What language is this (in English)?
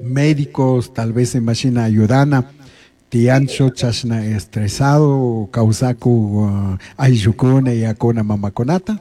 Chimborazo Highland Quichua